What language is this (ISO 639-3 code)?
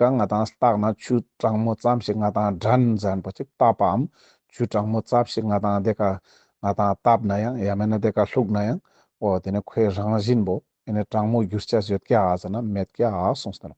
lbj